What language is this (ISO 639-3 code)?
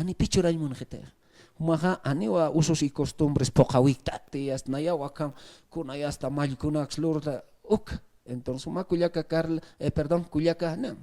aym